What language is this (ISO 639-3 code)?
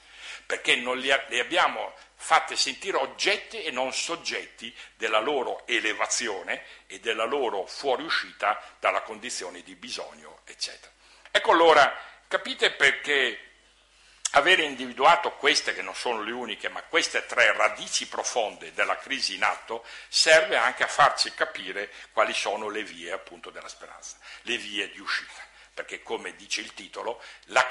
ita